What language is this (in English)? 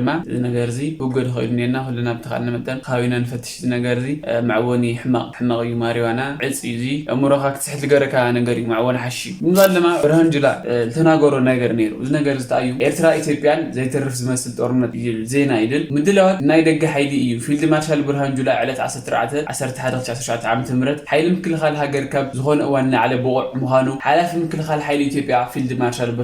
Tigrinya